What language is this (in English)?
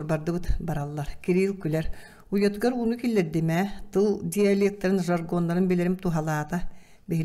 Yakut